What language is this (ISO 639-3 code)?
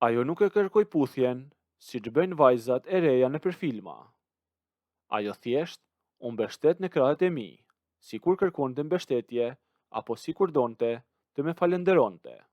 sqi